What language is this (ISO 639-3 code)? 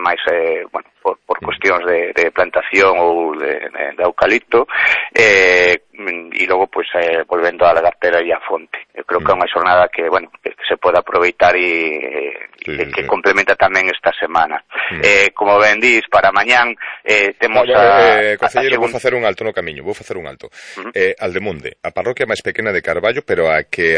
glg